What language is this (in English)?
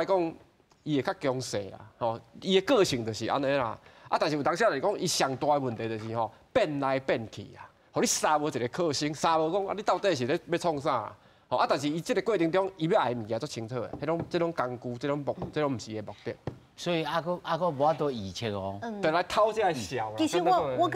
Min Nan Chinese